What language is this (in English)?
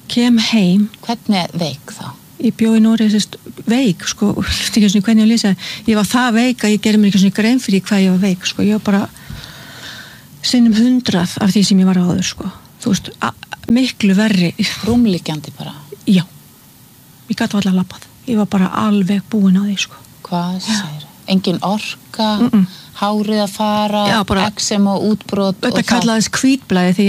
Icelandic